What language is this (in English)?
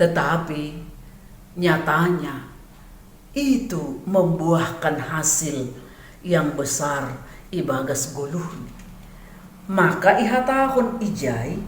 Batak Simalungun